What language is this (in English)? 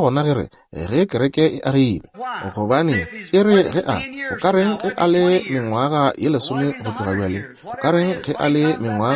Northern Sotho